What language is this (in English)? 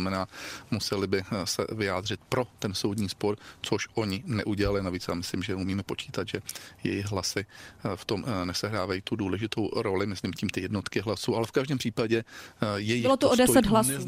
Czech